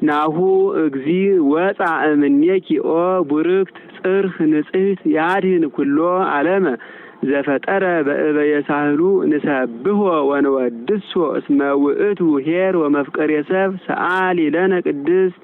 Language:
Geez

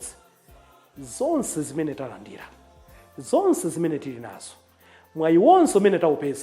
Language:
Nyanja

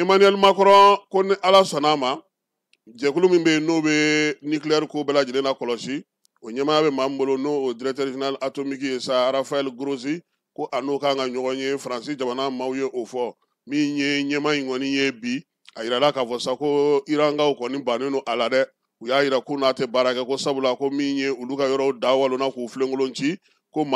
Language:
Bambara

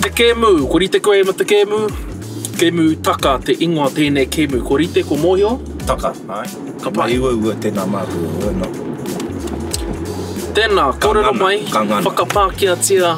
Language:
Māori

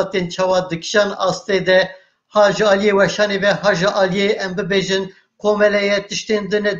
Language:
Kurdish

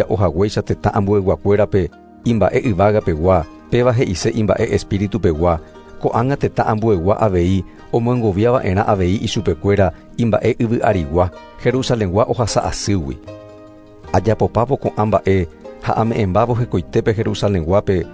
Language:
Guarani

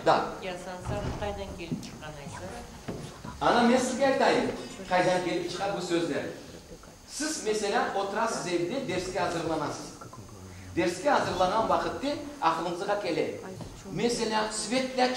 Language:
Crimean Tatar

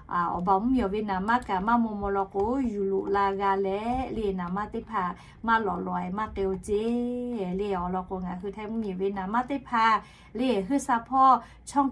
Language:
Lahu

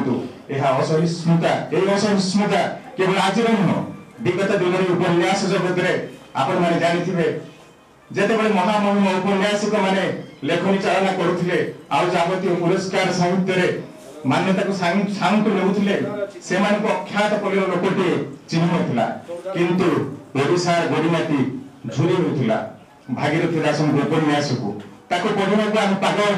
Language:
Odia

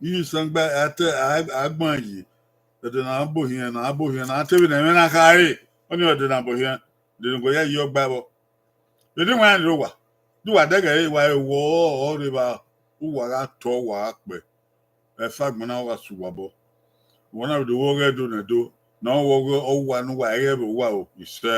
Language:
Bini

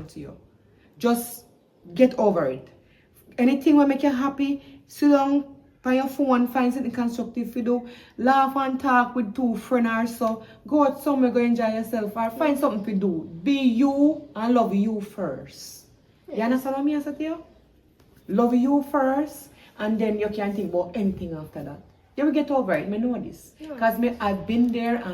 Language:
Jamaican Creole English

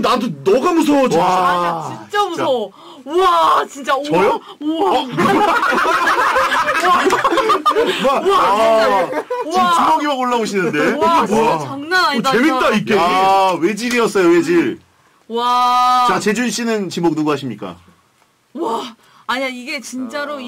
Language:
Korean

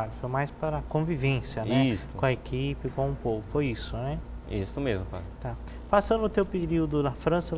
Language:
Portuguese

